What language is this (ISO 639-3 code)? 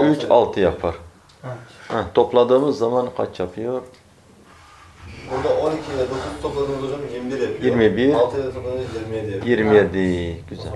tur